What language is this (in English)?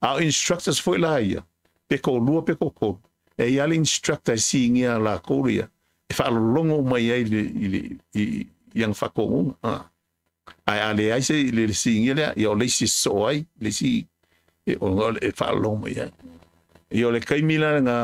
Samoan